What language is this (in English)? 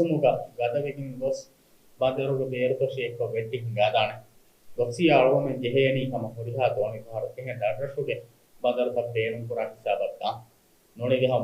Divehi